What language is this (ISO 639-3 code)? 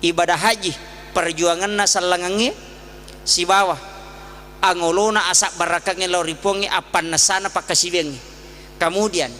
bug